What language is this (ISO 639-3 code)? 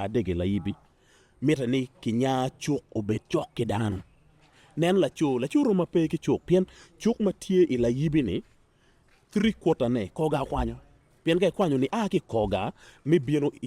ach